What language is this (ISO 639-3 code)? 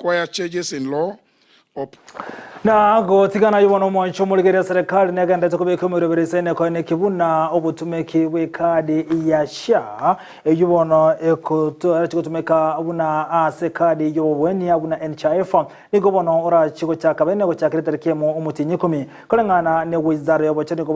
guz